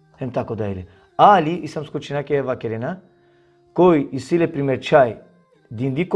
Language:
Balkan Romani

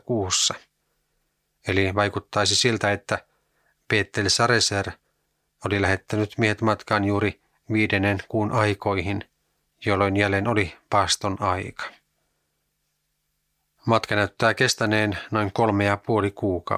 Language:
Finnish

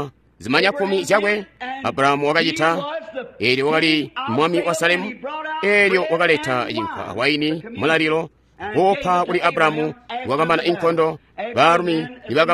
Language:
Tonga (Zambia)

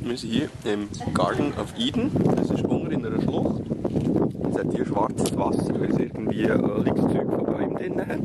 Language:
Swiss German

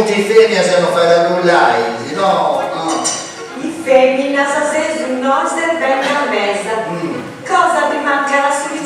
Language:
Sardinian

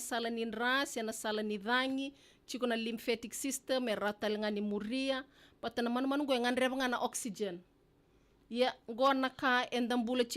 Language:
Fijian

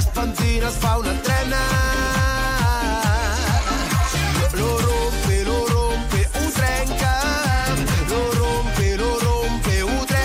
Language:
Catalan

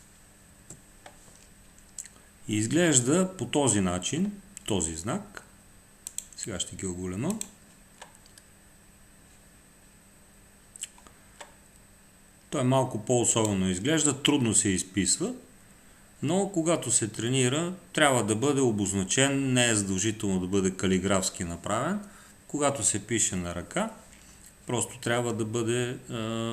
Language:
Bulgarian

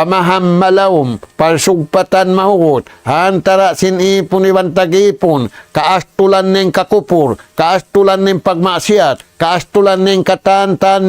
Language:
Tausug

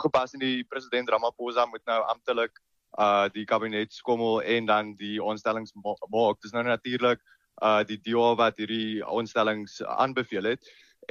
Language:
Afrikaans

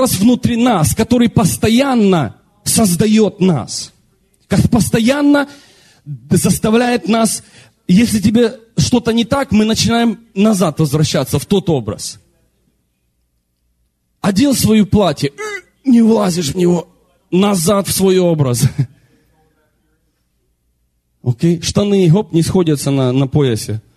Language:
Russian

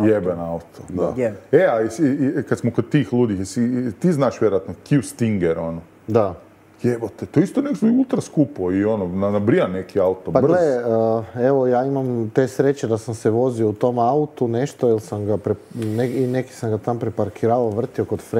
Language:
Croatian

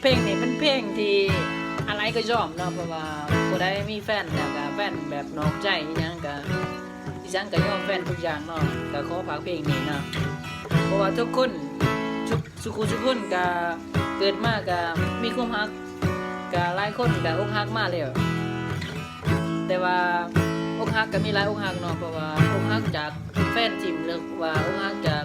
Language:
Lao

